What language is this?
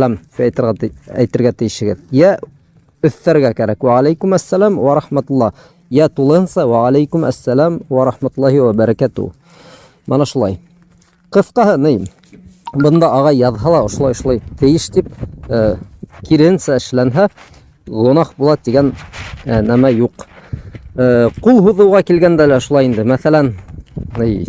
Bashkir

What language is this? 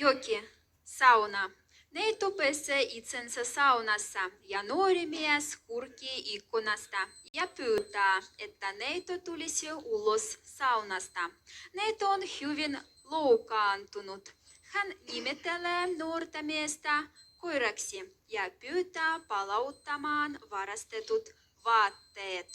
Moksha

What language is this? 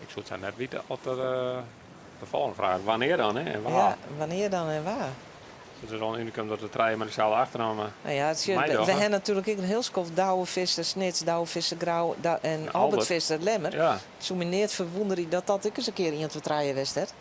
Western Frisian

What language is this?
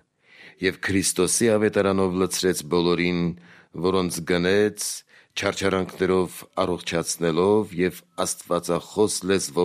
Armenian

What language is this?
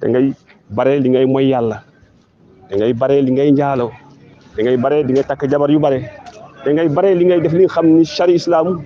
Wolof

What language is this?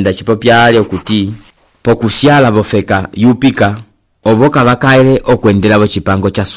Umbundu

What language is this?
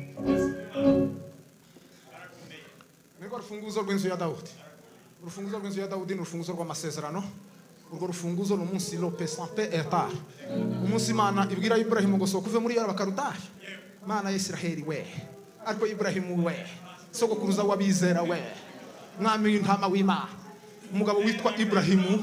Kinyarwanda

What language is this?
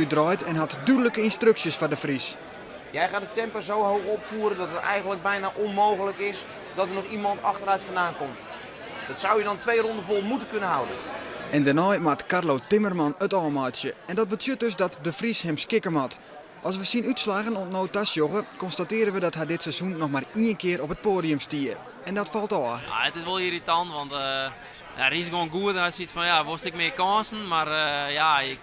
Western Frisian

